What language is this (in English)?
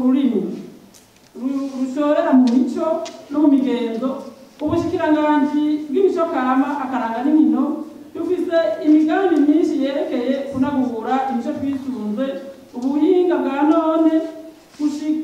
Rundi